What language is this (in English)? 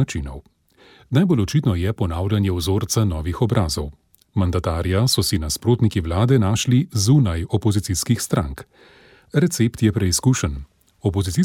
Slovenian